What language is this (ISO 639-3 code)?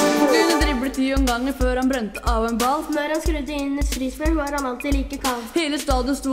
nor